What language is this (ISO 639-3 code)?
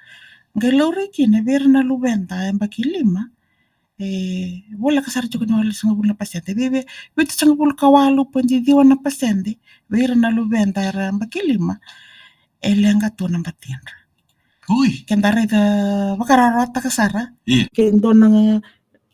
fij